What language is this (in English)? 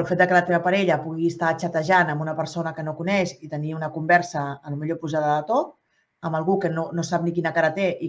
Catalan